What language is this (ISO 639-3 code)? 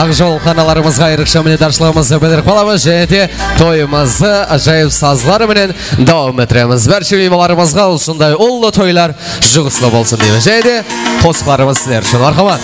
kaa